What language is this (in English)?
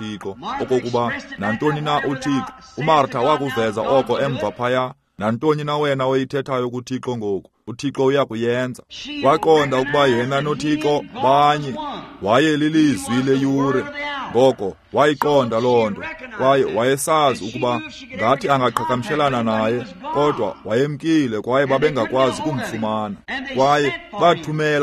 Xhosa